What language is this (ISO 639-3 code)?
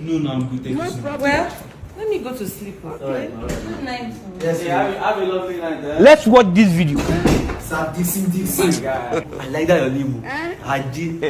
pcm